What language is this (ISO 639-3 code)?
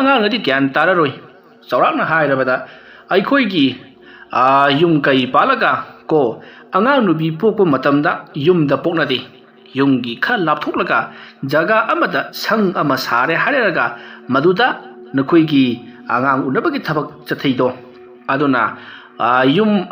mni